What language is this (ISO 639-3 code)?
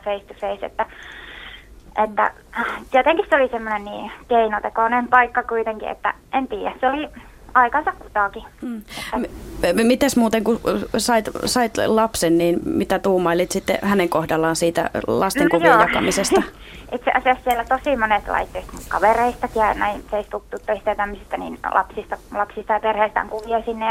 fin